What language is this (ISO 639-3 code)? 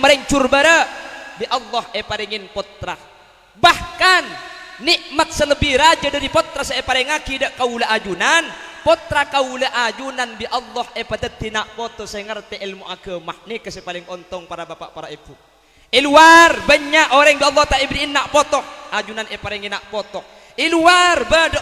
mad